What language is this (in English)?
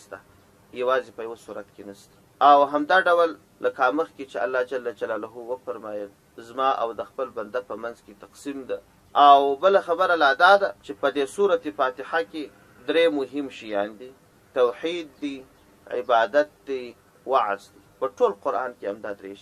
Pashto